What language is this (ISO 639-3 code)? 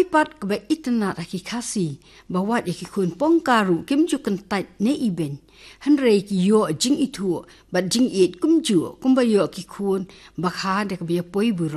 kha